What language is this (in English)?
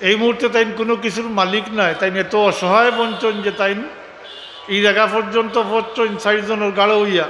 Sylheti